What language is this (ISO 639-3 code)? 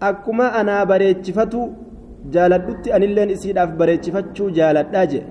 orm